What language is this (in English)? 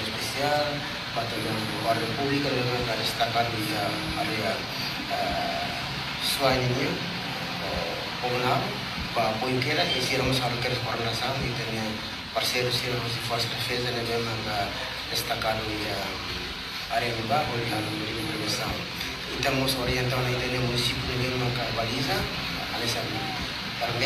Tetum